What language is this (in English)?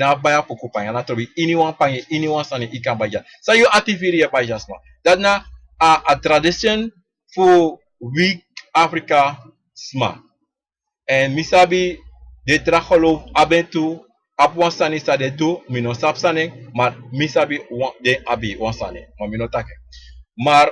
Sranan Tongo